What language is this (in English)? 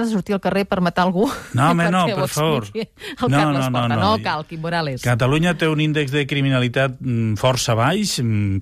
Catalan